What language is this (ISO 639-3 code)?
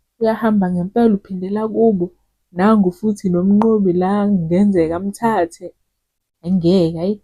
zul